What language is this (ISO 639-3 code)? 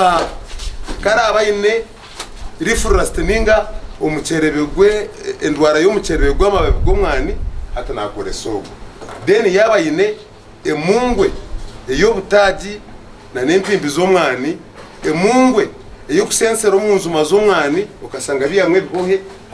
nyn